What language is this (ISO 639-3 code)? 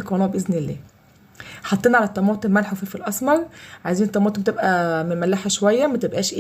arz